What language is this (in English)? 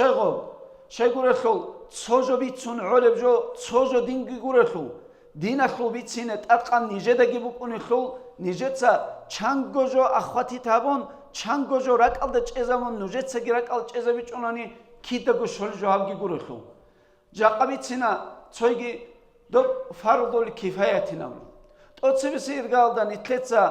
Avaric